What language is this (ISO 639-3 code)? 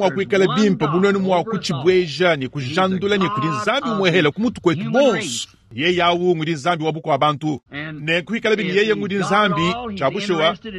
lua